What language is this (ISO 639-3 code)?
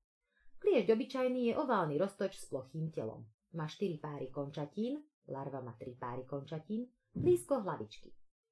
slk